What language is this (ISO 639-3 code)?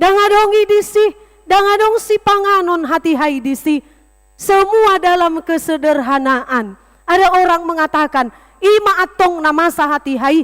bbc